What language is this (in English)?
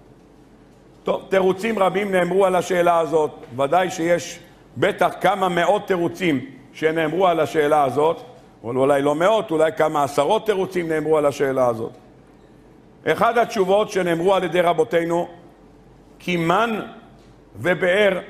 Hebrew